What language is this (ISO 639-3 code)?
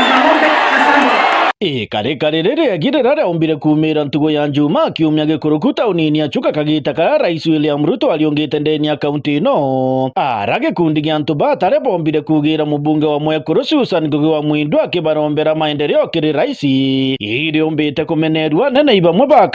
mer